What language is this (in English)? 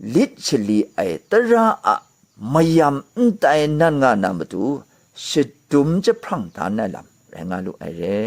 Kachin